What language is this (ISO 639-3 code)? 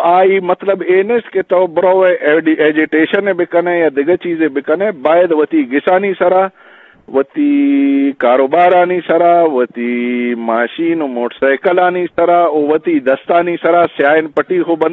bgp